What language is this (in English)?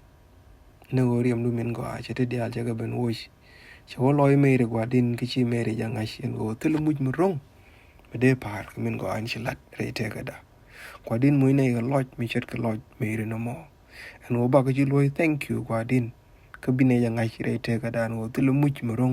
Nuer